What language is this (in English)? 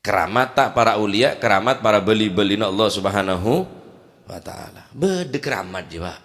Madurese